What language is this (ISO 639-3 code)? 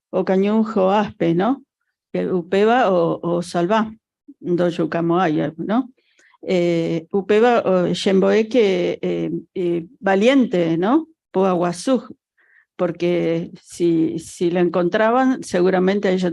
grn